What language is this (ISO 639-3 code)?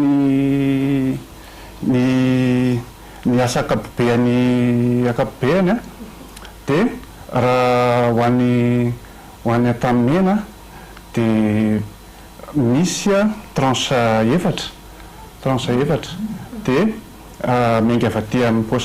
mlg